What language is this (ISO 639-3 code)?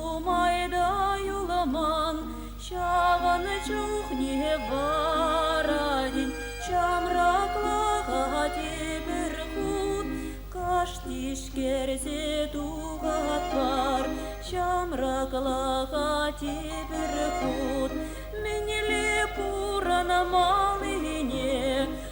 chv